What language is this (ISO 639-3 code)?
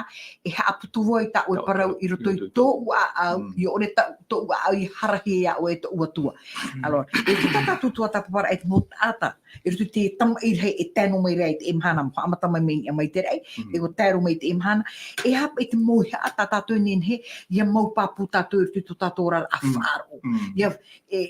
tah